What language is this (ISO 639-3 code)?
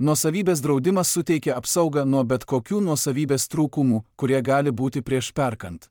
lit